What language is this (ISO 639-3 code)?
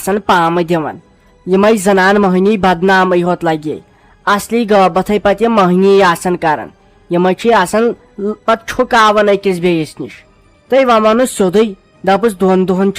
kas